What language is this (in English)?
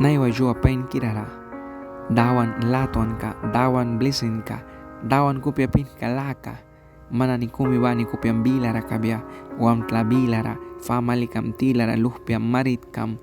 Mískito